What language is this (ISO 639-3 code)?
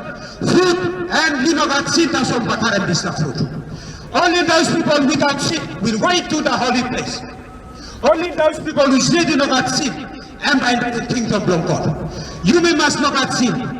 tpi